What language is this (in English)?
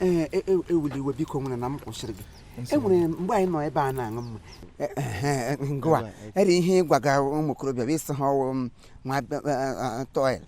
Igbo